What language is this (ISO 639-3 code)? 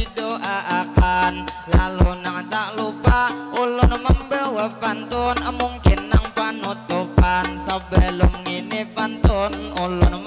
bjn